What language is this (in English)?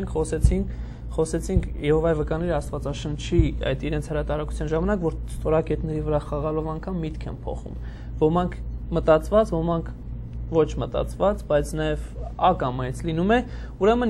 Armenian